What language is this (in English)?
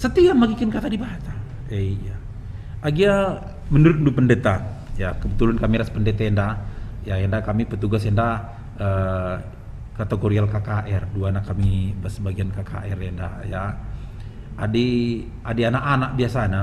Batak Karo